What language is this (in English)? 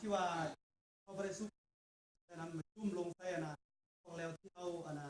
Lao